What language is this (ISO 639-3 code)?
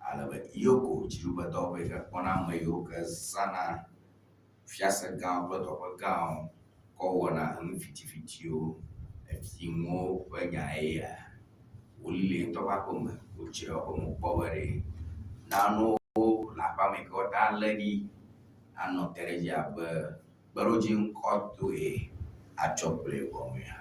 ewe